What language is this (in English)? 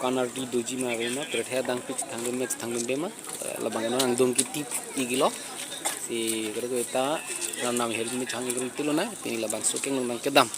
Karbi